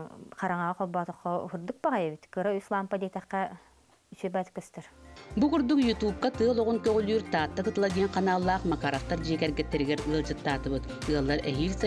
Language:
Yakut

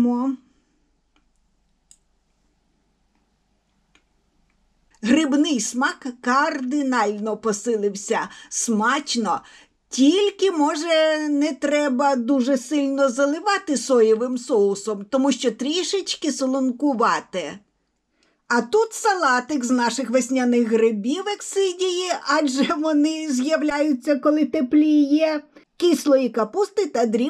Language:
Ukrainian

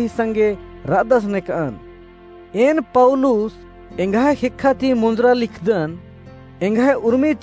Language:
Kurukh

